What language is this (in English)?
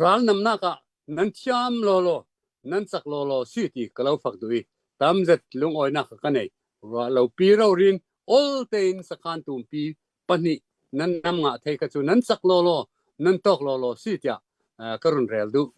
Hakha Chin